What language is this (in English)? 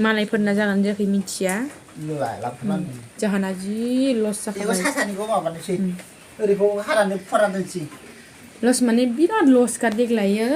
Bodo